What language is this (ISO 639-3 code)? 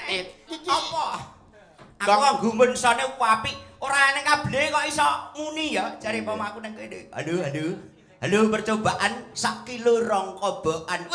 jav